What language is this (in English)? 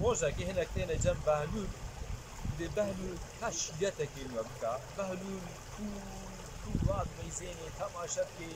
Kurdish